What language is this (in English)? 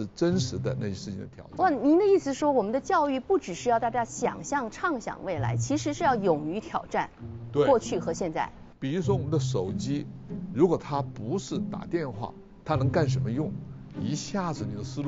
Chinese